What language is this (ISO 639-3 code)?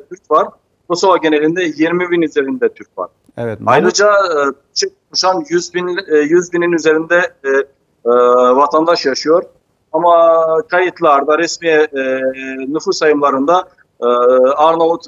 tur